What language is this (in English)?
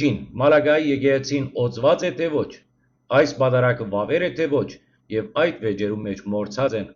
Western Armenian